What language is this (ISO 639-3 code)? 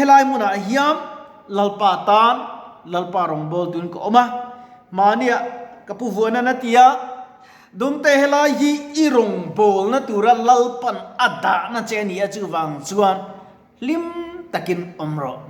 lus